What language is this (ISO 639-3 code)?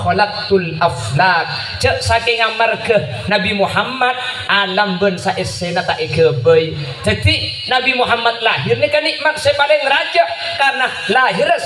mad